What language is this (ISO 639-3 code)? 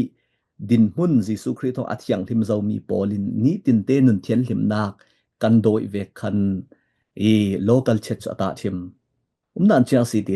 cfm